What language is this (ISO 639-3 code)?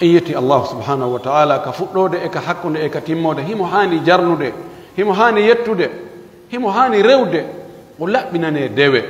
fuf